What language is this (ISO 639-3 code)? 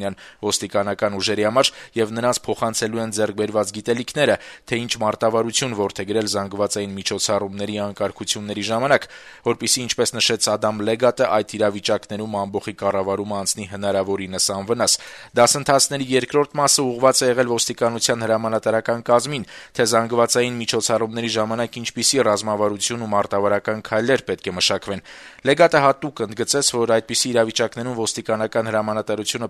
hye